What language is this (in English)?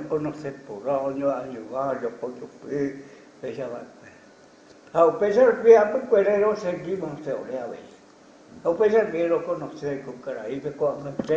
Guarani